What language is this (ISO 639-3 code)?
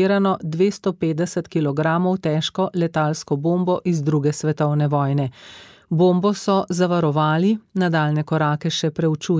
slv